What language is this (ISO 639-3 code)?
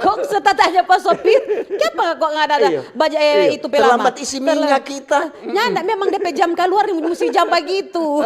xmm